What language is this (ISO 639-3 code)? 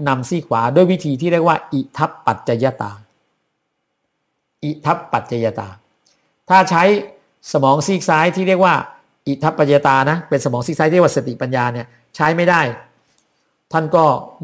tha